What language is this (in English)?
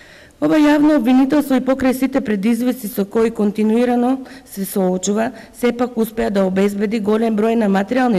Macedonian